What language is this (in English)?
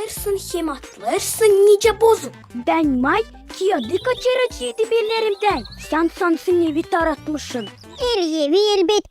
Gagauz